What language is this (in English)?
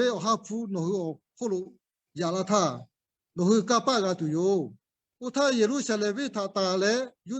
Lahu